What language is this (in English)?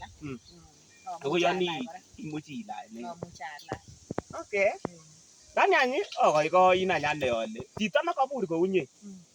Kalenjin